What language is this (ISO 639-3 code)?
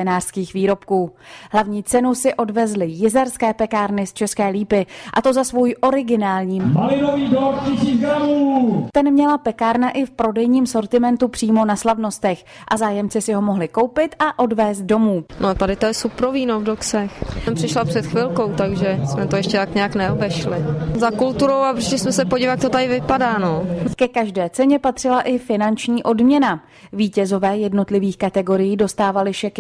ces